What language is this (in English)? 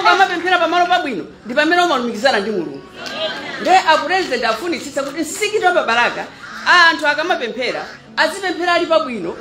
Nyanja